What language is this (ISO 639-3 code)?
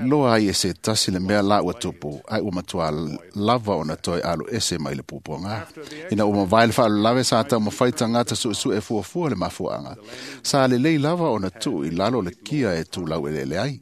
smo